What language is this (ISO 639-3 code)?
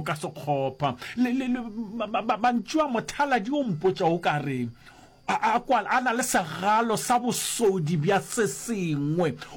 nso